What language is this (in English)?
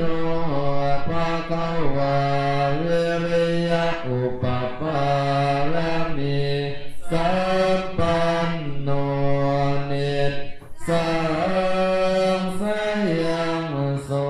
Pali